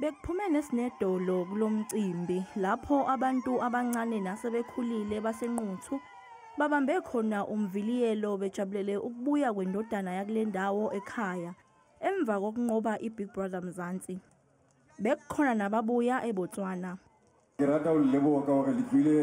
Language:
Zulu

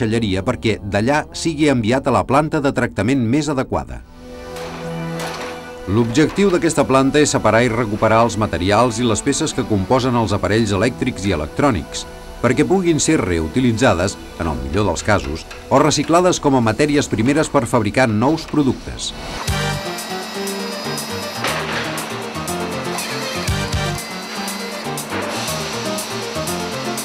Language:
Catalan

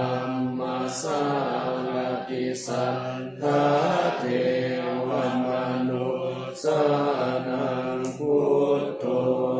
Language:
Pali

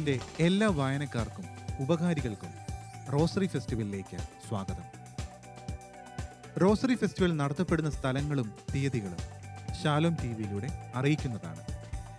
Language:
Malayalam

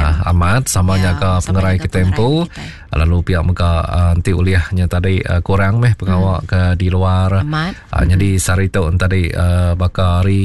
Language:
Iban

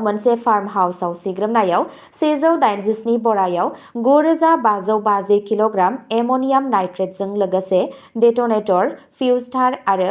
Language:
Bodo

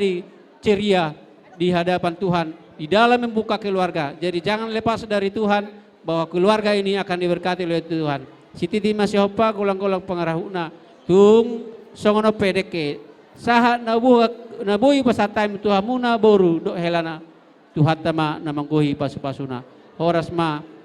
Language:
Batak Toba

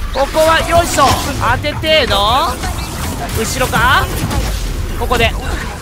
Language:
Japanese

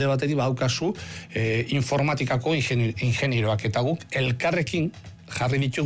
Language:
Basque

